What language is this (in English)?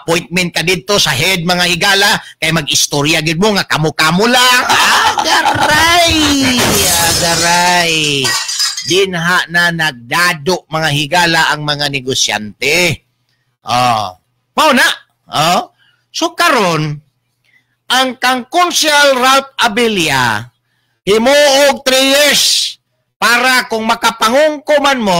Cebuano